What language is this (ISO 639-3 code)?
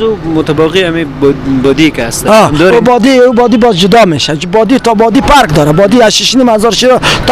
fas